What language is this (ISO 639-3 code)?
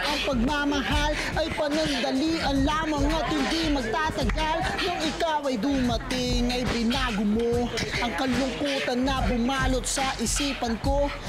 fil